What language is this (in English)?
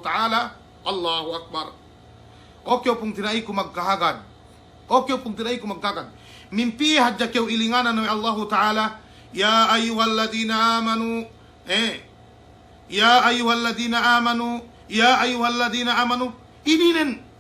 Yakan